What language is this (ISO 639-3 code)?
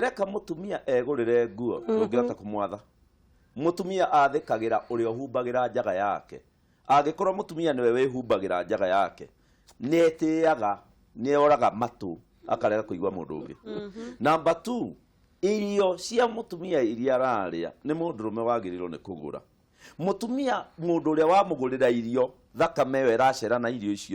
kik